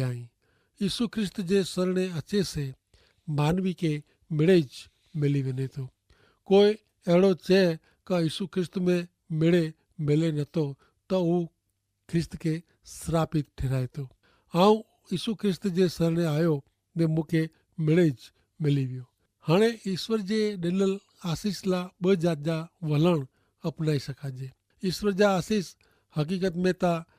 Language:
Kachhi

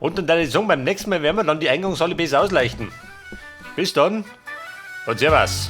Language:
Bavarian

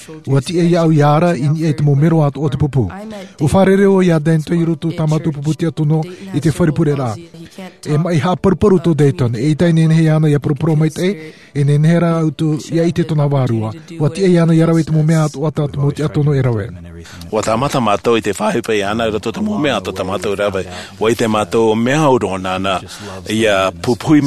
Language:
Tahitian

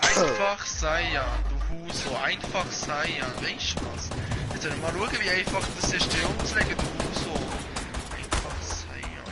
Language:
Swiss German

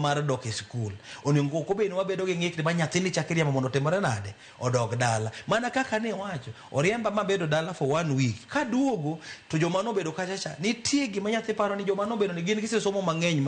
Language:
Luo (Kenya and Tanzania)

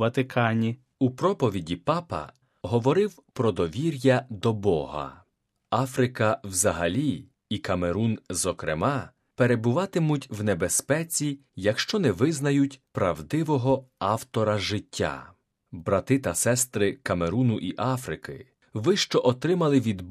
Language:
Ukrainian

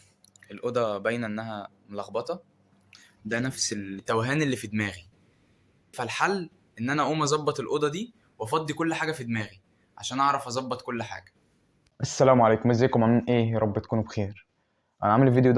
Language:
Egyptian Arabic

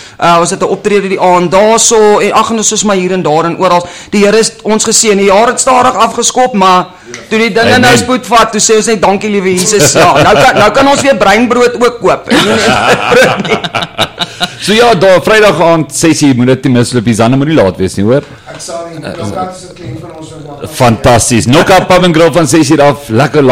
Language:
Afrikaans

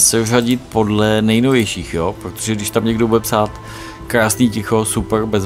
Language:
Czech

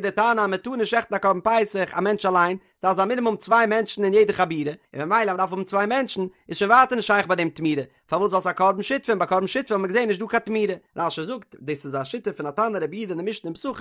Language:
Yiddish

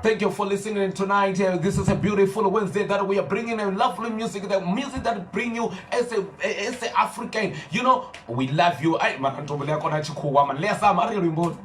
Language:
Venda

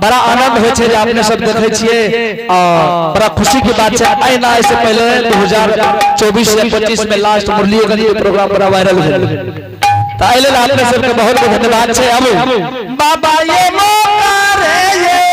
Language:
Angika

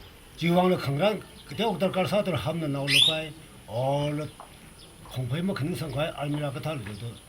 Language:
Tangkhul Naga (India)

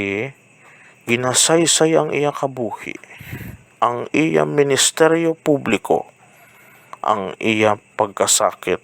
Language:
Hiligaynon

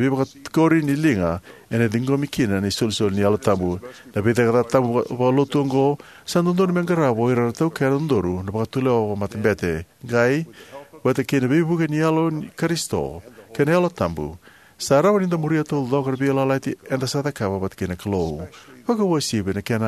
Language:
Fijian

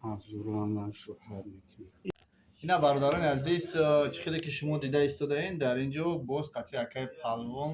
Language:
Tajik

